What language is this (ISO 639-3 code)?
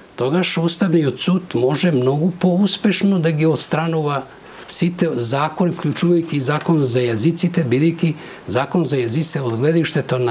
mkd